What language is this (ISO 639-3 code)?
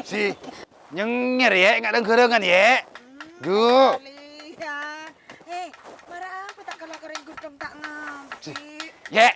mad